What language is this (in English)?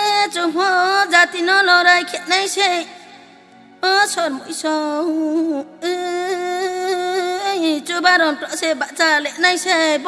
Riang (India)